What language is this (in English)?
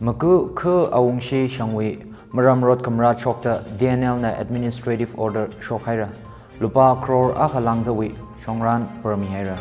Tangkhul Naga (India)